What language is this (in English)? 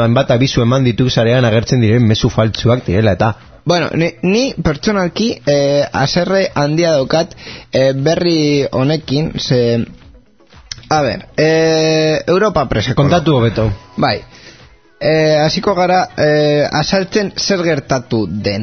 Basque